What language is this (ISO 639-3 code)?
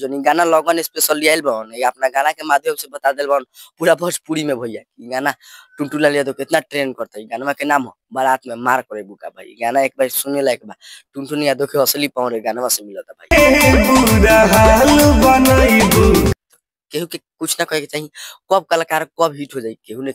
bho